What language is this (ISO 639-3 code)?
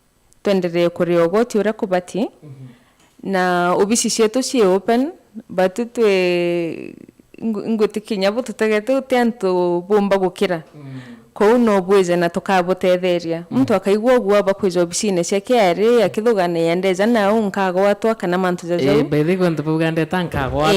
mer